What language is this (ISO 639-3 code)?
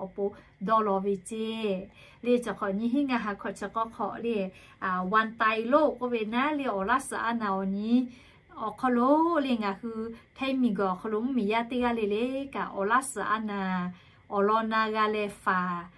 lhu